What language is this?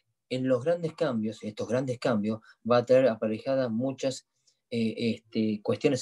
Spanish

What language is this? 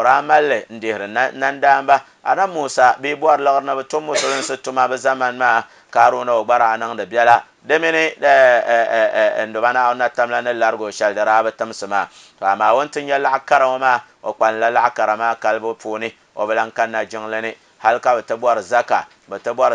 Dagbani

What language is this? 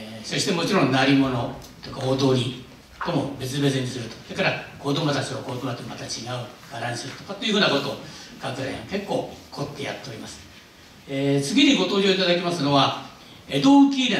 Japanese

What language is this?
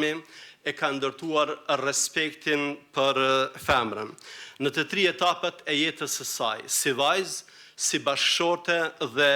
Albanian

